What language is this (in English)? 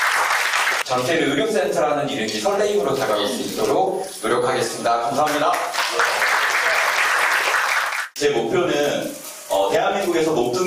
Korean